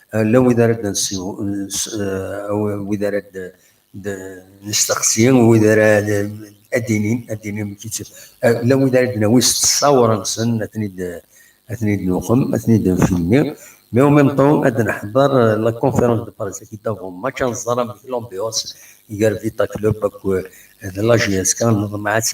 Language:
Kabyle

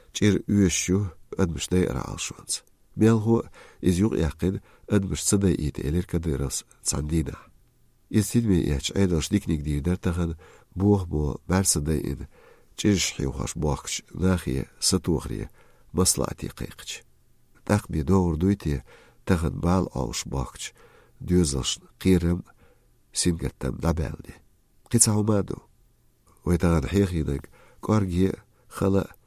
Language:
Chechen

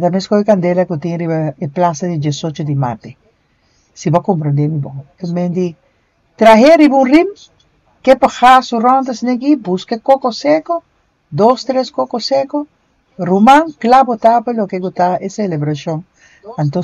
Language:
Papiamento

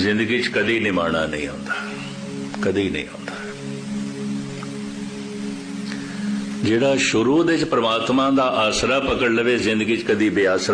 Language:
Punjabi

